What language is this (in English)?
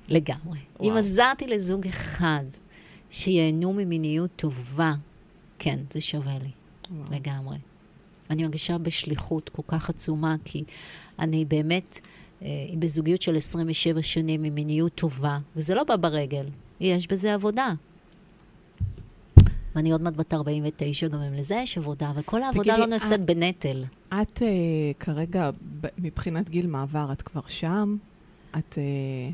Hebrew